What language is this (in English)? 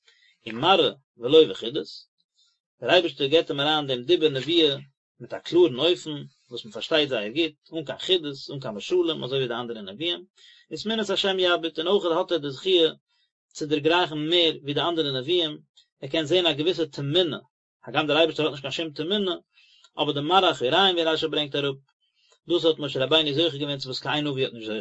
Yiddish